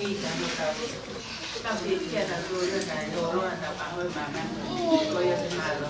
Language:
Tongan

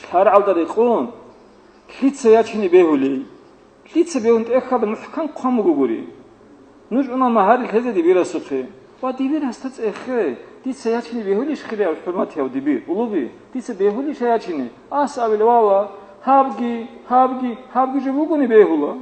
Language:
Avaric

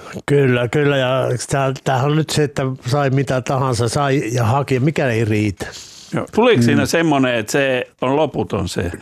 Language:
Finnish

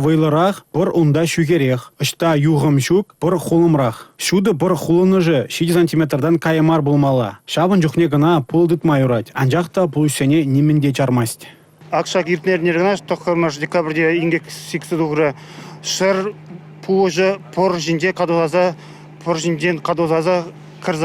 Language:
Chuvash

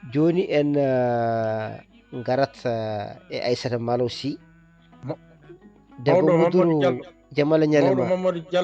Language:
Fula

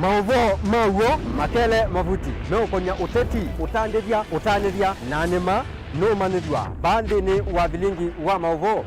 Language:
Kamba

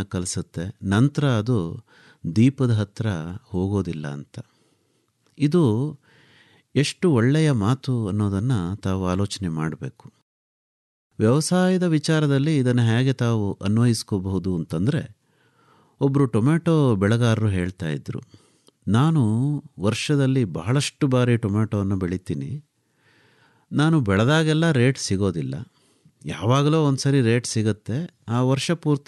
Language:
Kannada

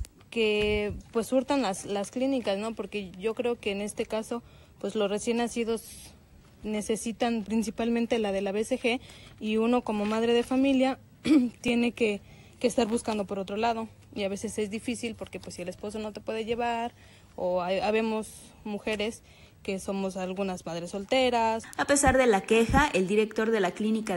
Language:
Spanish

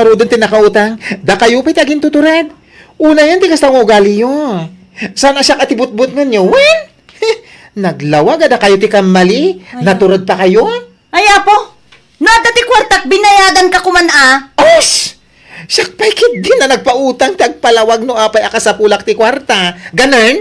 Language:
Iloko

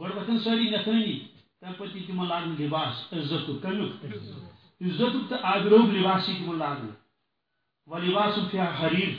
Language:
Kashmiri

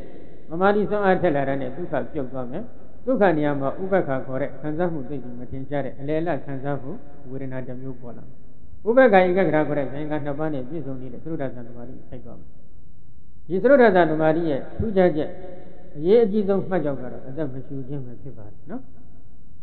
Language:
Burmese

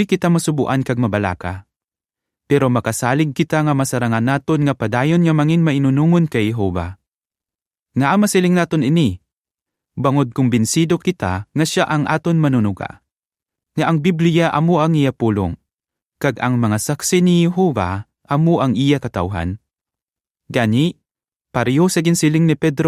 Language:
Hiligaynon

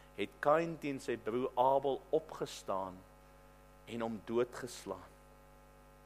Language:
Afrikaans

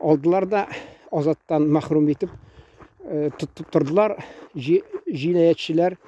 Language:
Tatar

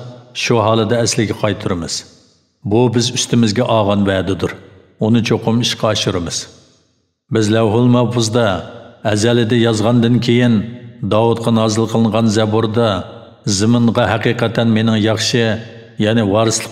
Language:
Uyghur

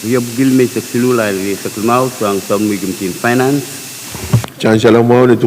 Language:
Pohnpeian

